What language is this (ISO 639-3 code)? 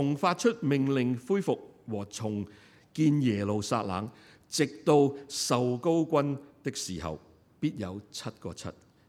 yue